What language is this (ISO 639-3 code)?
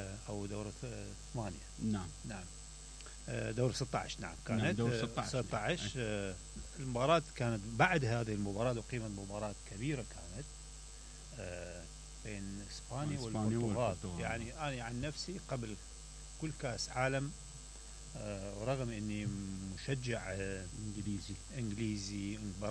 acm